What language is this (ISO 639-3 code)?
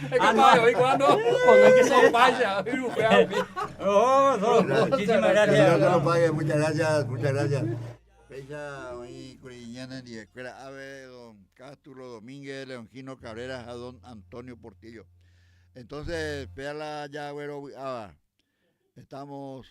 grn